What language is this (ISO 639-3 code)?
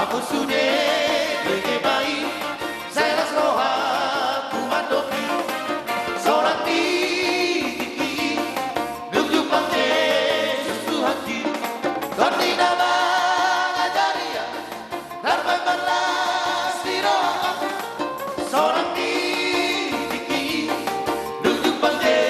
bbc